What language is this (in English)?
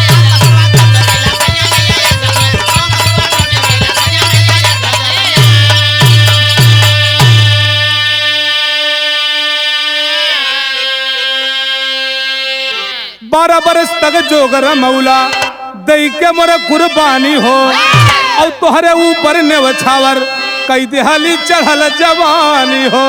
Bhojpuri